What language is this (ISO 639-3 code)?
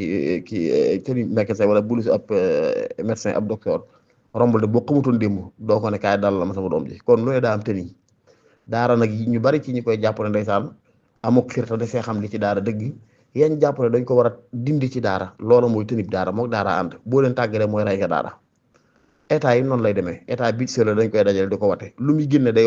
wol